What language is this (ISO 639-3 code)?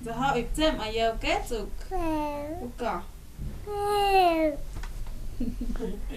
mto